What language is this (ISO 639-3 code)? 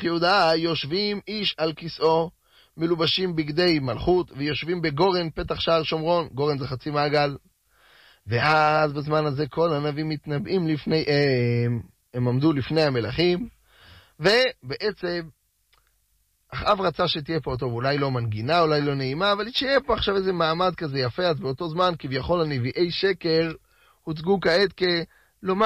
heb